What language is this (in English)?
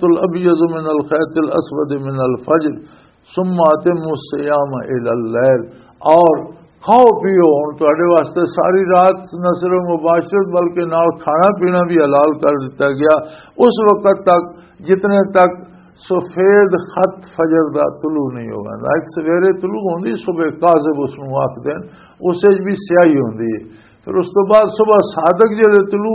Western Panjabi